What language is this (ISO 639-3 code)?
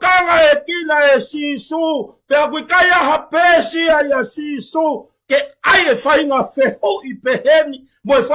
ton